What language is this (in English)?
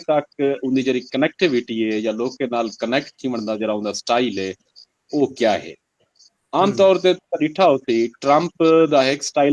Saraiki